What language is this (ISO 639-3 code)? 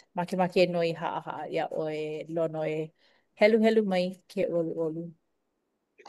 haw